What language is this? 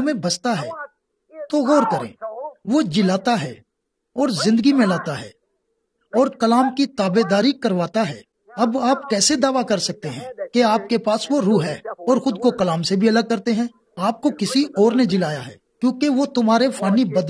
Urdu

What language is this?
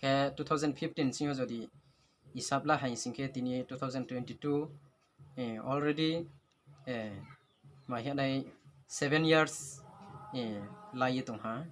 Riang (India)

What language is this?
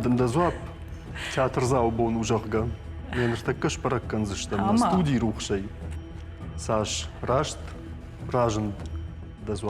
Ossetic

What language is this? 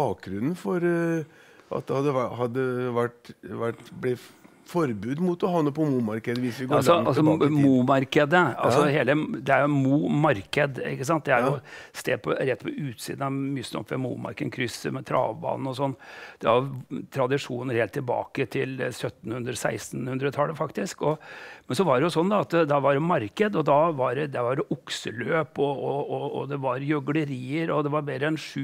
Norwegian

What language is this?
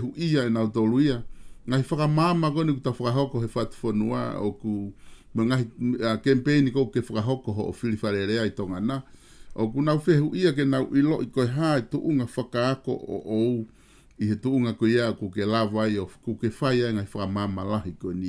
Tongan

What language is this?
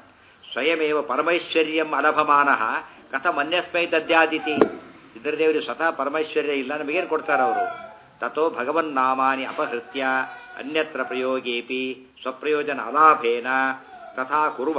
Kannada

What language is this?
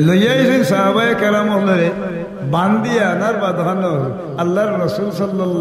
Sylheti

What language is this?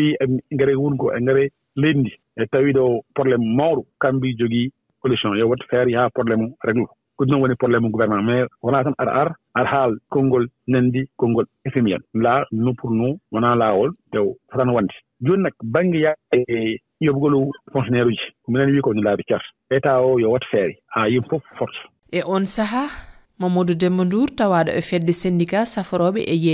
Fula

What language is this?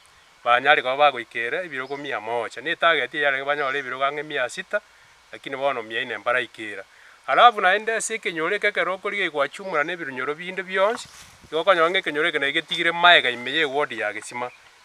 Gusii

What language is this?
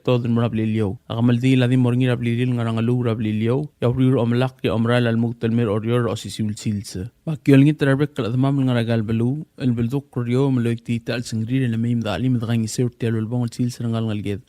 Palauan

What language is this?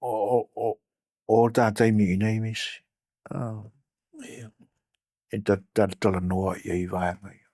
Samoan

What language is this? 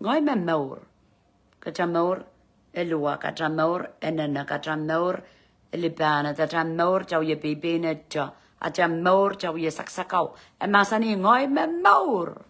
Pohnpeian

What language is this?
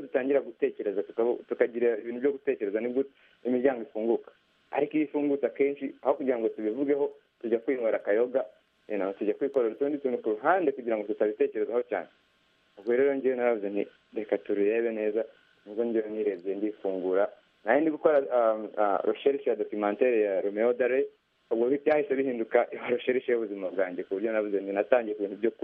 Kinyarwanda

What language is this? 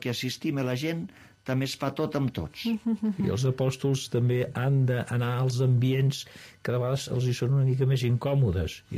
Catalan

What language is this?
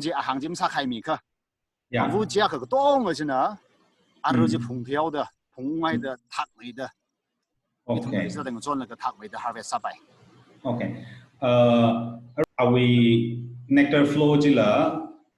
Tangkhul Naga (India)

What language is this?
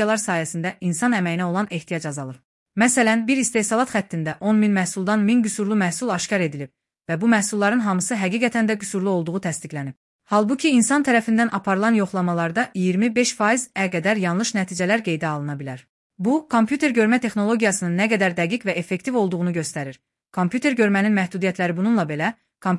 Azerbaijani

